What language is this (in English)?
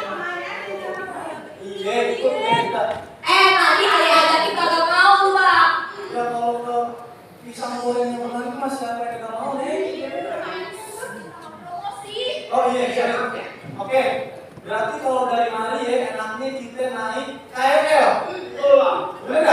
Betawi